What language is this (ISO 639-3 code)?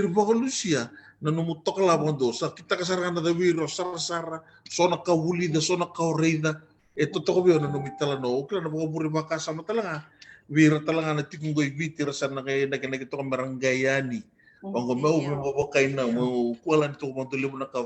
fij